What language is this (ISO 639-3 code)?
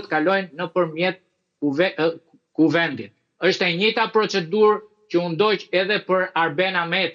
sqi